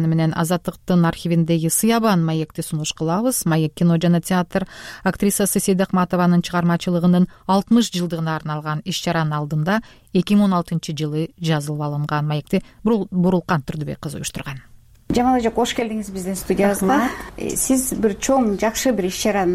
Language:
Kyrgyz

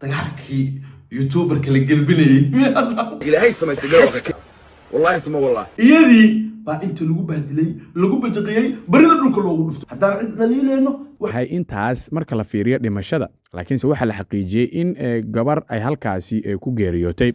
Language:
Somali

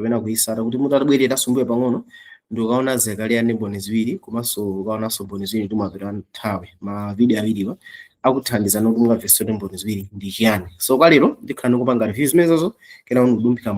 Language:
Nyanja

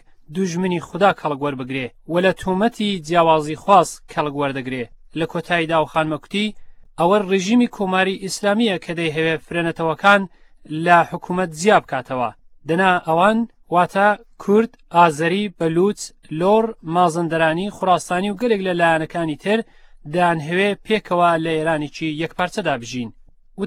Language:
Central Kurdish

